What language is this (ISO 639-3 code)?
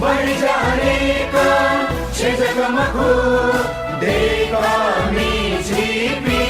new